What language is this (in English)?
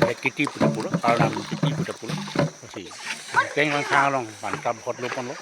Karbi